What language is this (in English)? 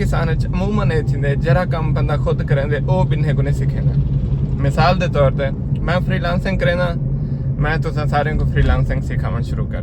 Saraiki